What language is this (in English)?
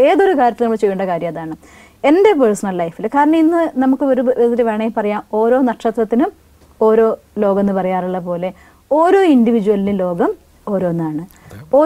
Malayalam